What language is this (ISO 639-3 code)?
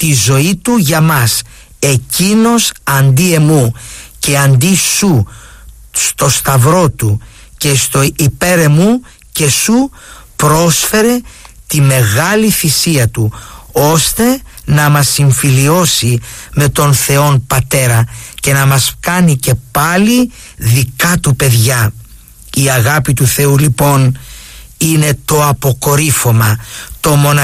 ell